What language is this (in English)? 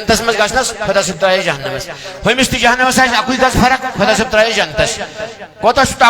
Kashmiri